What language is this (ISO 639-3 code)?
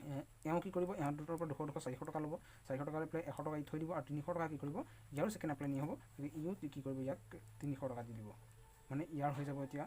asm